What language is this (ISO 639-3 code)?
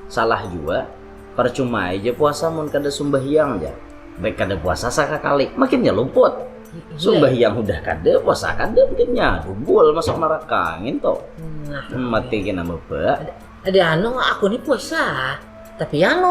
bjn